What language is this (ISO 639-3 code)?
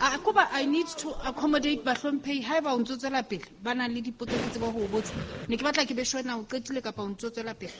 sot